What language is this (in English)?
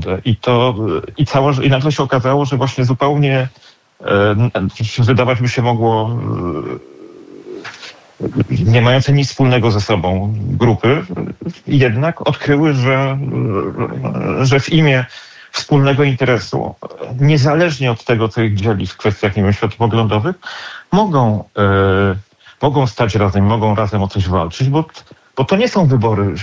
Polish